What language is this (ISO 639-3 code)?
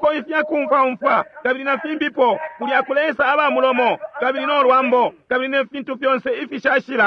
bem